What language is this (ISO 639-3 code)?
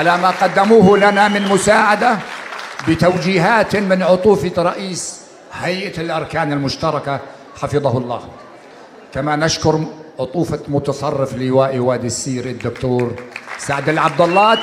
apc